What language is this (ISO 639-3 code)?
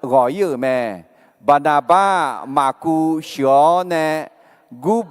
ahk